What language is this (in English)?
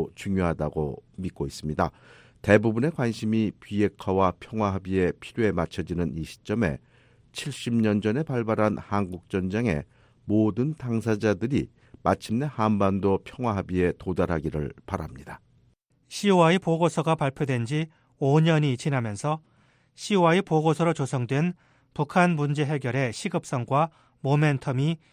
Korean